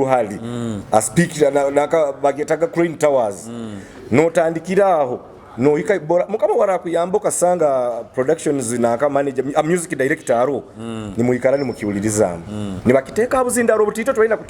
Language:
Nyoro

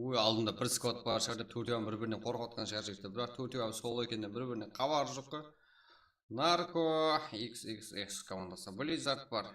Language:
Kara-Kalpak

